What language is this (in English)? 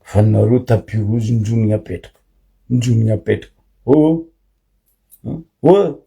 Malagasy